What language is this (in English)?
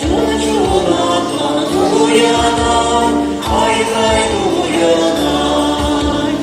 Chuvash